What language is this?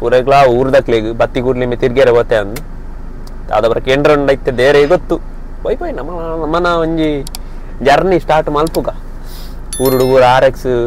Tulu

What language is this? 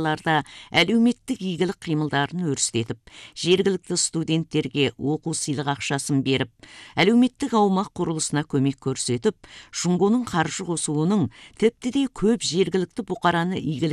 Kazakh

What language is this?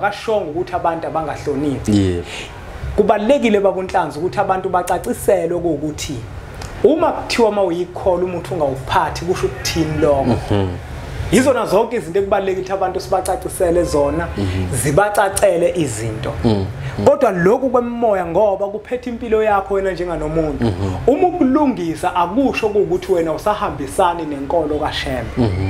Zulu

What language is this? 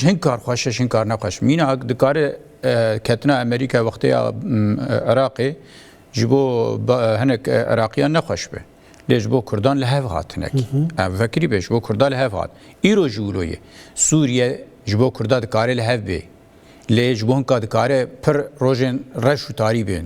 Kurdish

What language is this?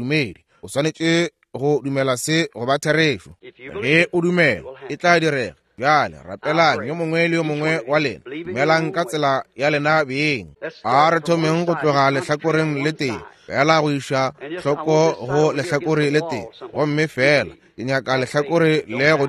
Northern Sotho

